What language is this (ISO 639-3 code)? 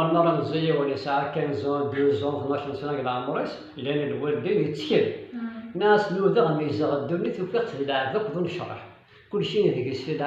kab